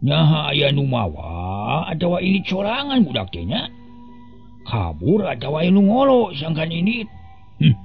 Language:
Sundanese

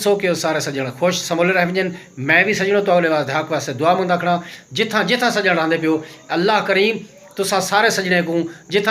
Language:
Saraiki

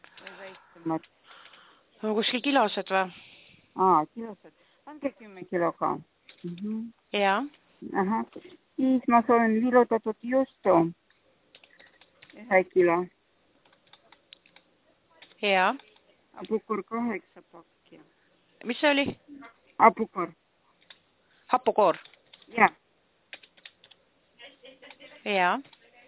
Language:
Estonian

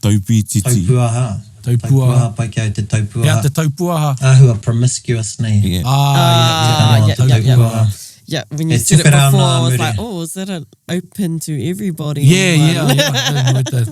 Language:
Māori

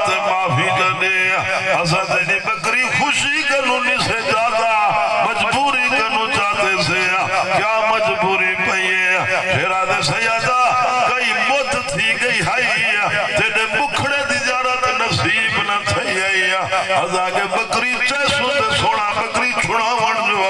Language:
Saraiki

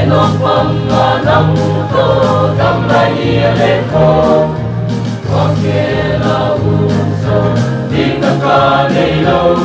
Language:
Paite Chin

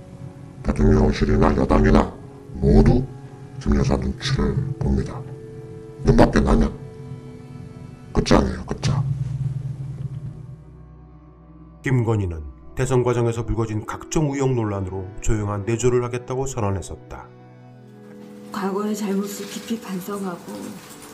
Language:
Korean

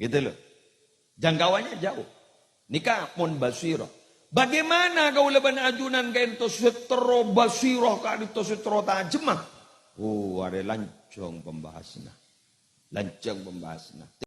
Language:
Madurese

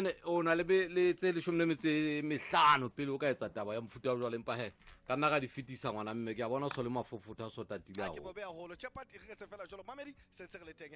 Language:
Southern Sotho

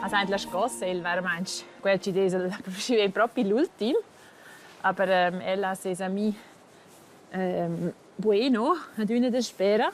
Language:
Romansh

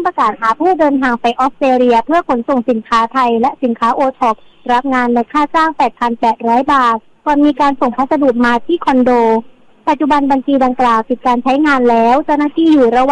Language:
Thai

